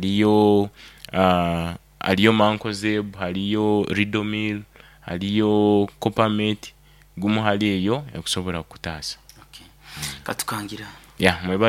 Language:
Nyoro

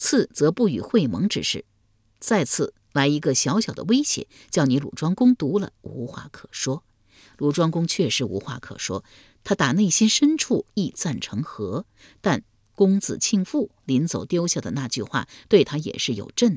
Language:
Chinese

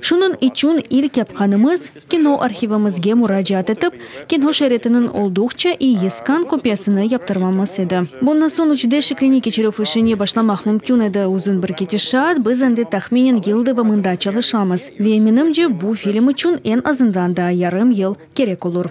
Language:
Crimean Tatar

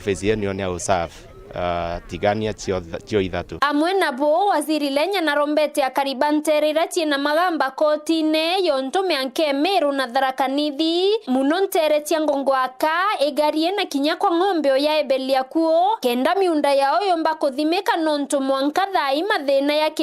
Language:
Meru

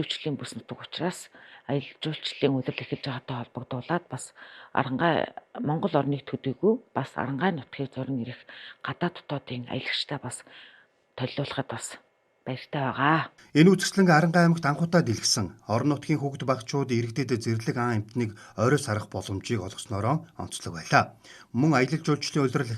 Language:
Mongolian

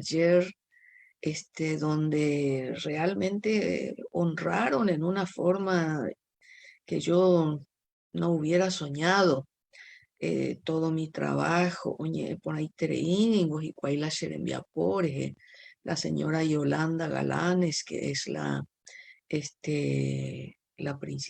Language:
Guarani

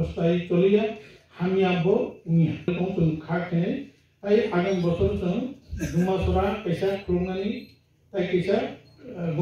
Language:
Kok Borok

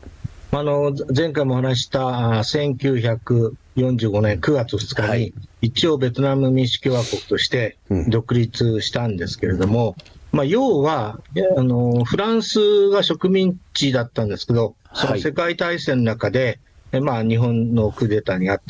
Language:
Japanese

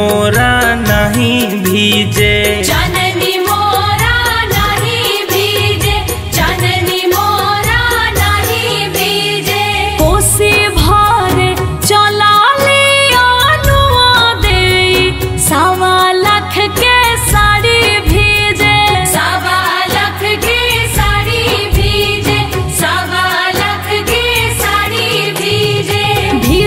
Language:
Bhojpuri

